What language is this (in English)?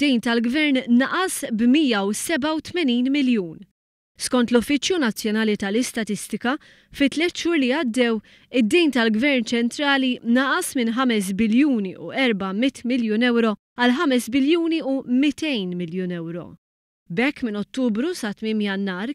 Maltese